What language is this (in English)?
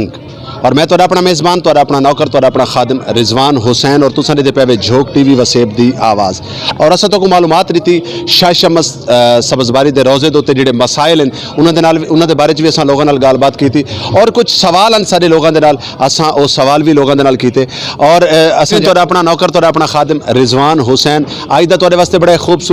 Saraiki